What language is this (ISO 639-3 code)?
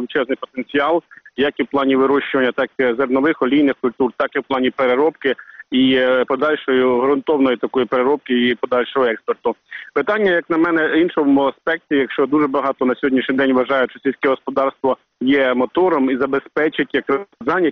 ukr